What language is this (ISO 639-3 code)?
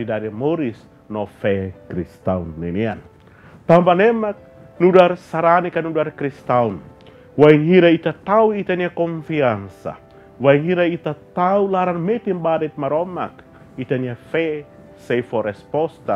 tet